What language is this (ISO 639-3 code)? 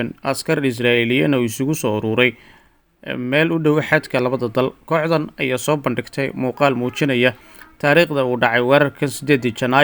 som